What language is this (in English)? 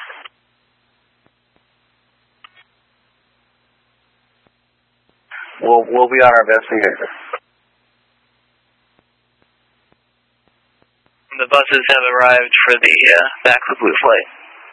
English